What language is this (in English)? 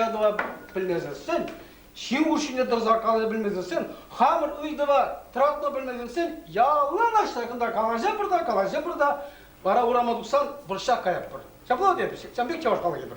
Chuvash